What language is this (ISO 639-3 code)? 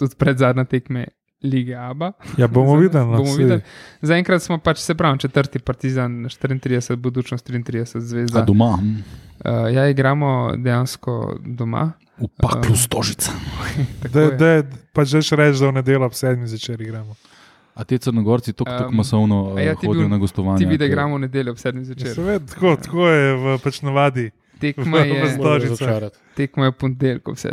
slv